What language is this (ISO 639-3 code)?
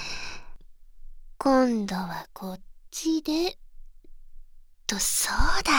jpn